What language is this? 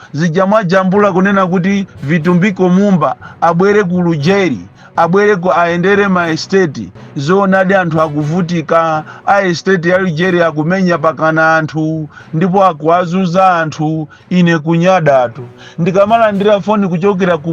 Nyanja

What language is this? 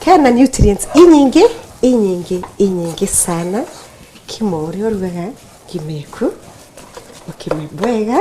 Meru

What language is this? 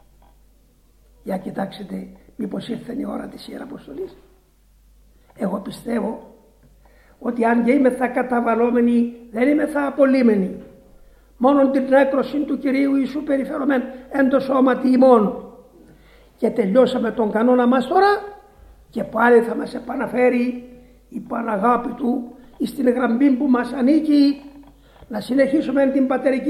Greek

